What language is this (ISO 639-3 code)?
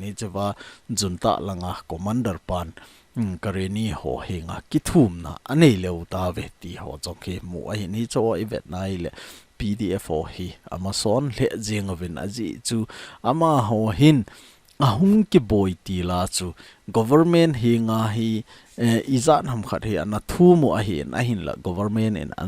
tcz